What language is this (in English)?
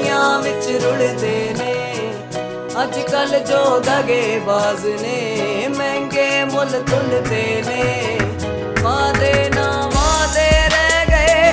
Punjabi